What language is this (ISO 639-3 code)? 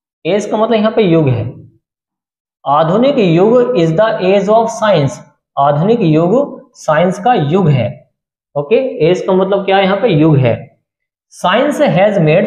hin